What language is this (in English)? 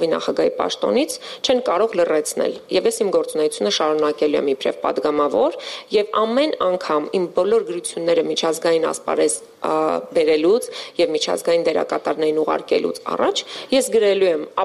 Armenian